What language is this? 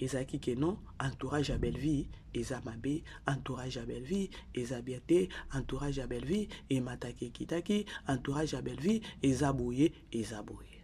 Lingala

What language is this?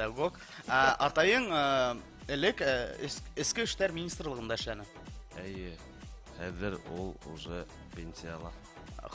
Bashkir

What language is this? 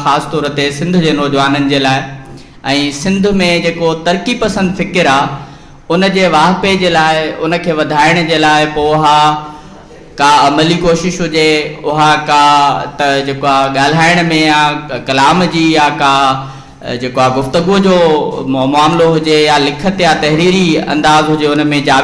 Sindhi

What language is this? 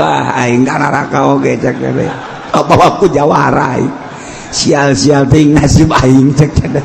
Sundanese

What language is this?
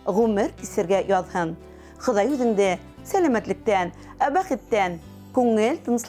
Bashkir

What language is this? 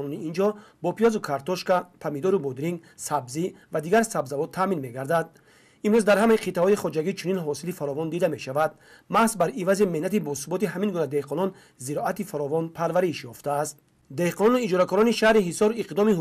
Tajik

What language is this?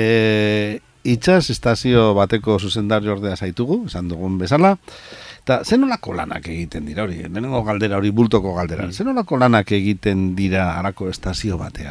Basque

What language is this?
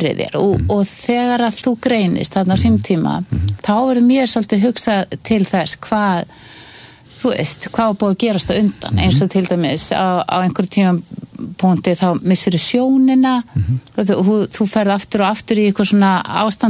Icelandic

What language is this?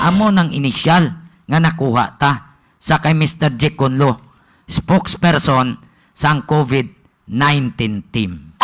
Hiligaynon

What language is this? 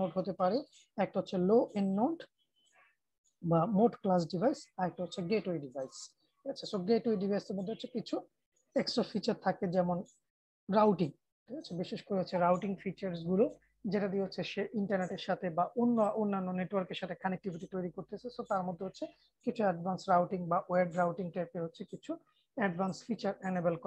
Bangla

